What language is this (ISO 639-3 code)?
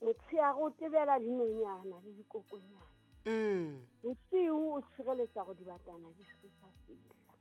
sot